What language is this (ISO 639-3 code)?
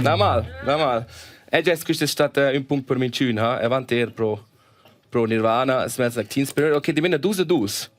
roh